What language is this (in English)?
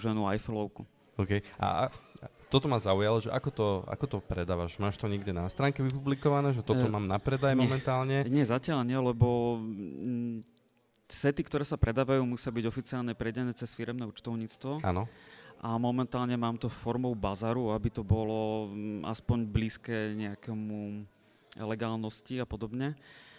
Slovak